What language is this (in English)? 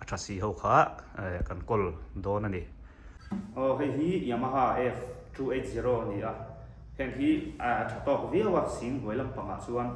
Mizo